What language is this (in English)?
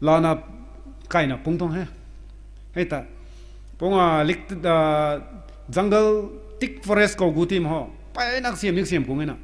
Rongmei Naga